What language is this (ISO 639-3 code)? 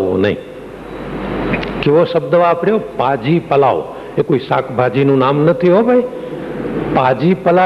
guj